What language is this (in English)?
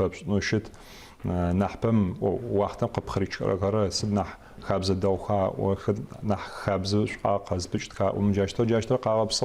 Adyghe